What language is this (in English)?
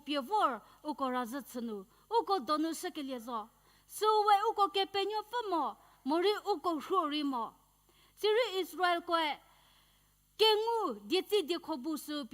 Angami Naga